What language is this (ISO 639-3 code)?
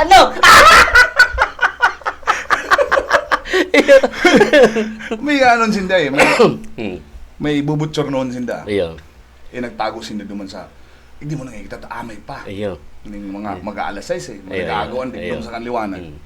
bik